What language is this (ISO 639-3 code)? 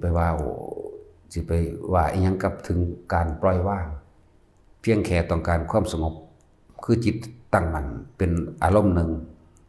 tts